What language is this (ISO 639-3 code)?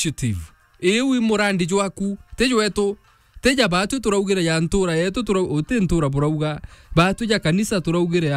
mer